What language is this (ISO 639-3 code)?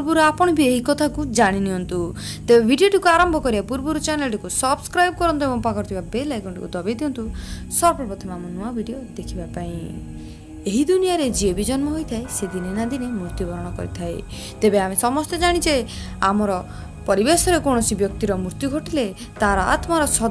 ori